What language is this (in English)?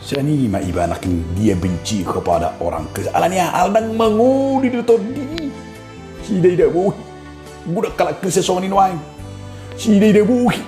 Batak Toba